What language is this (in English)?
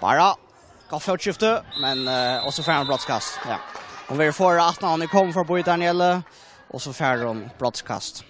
Faroese